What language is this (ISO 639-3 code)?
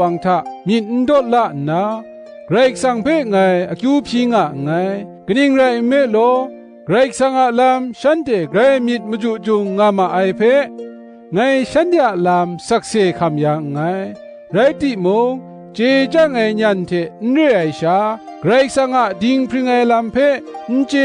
kac